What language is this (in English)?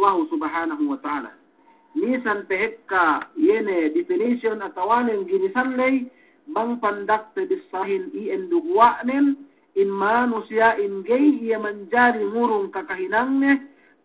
Yakan